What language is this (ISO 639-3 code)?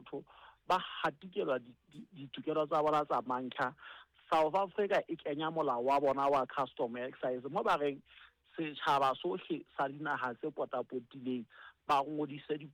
sot